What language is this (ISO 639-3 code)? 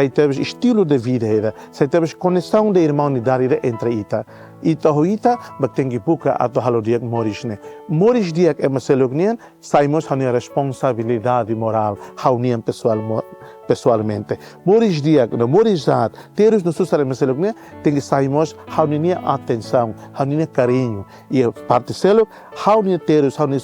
tet